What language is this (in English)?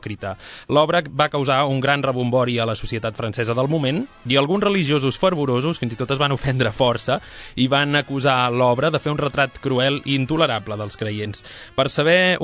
Catalan